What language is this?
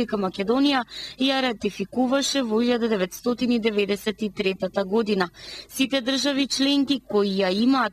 Macedonian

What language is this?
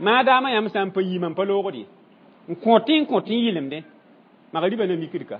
Mossi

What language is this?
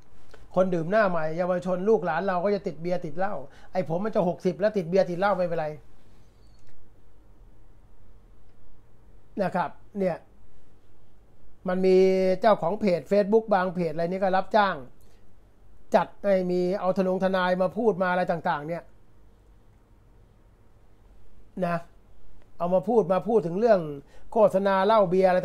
Thai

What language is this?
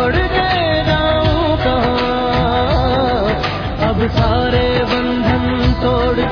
Hindi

